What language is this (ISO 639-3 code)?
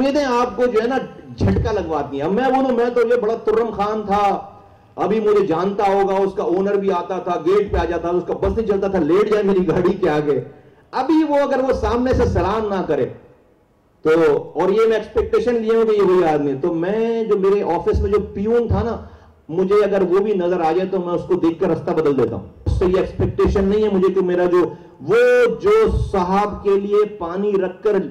urd